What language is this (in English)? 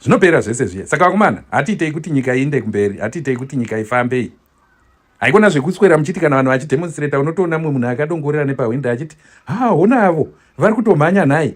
Shona